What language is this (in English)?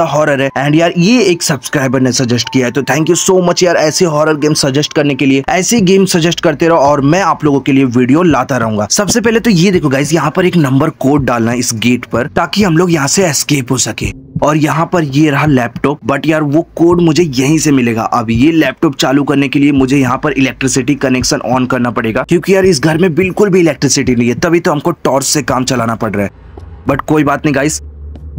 Hindi